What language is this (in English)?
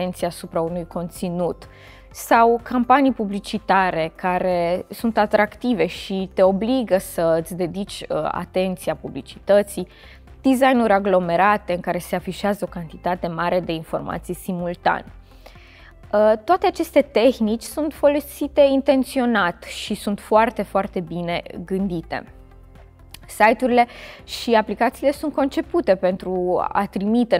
Romanian